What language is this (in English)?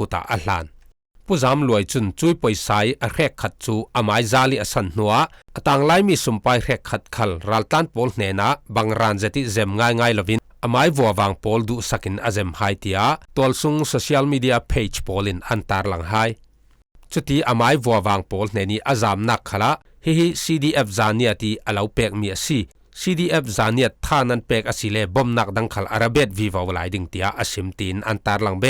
Falam Chin